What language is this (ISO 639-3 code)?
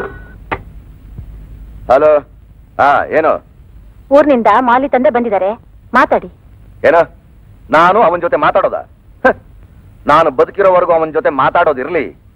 kan